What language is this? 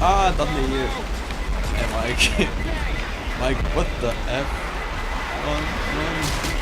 Faroese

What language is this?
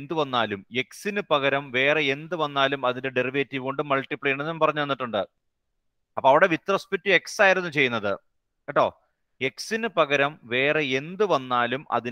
Malayalam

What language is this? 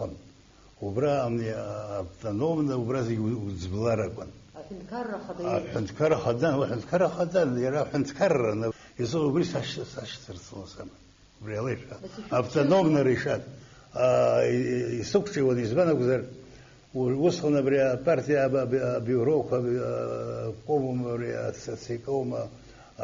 Abkhazian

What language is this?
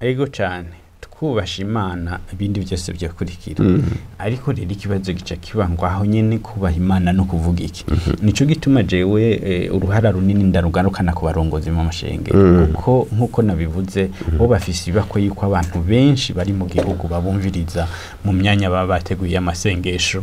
Rundi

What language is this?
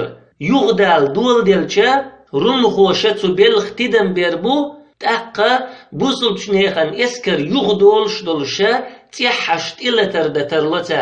Chechen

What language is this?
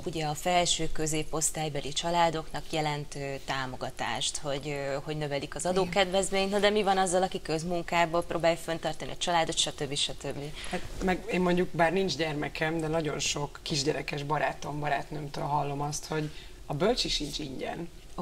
Hungarian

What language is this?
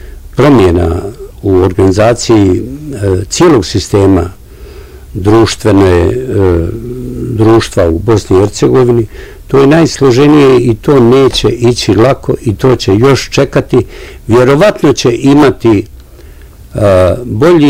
Bosnian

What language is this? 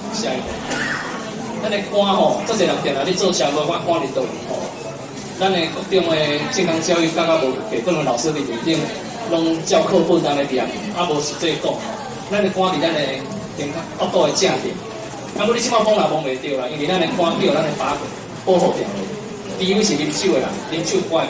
Min Nan Chinese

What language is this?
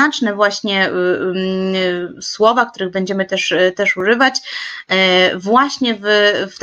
Polish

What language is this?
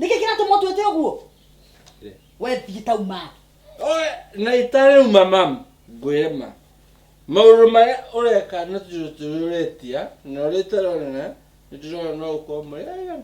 Kikuyu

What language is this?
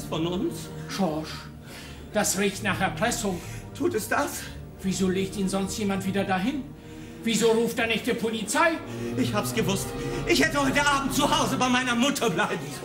German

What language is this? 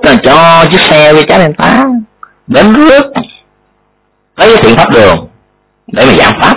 Vietnamese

